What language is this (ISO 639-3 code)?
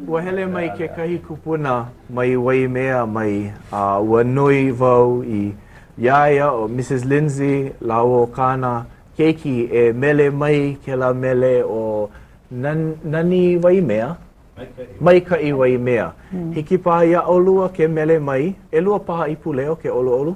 haw